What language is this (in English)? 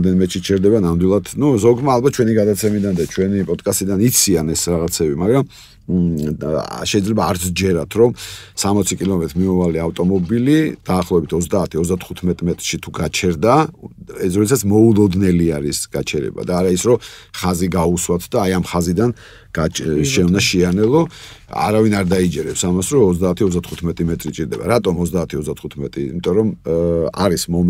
Georgian